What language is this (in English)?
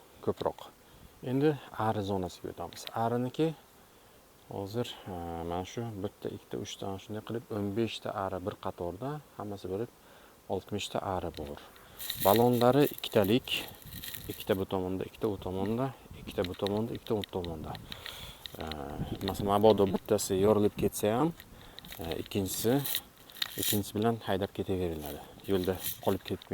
Uzbek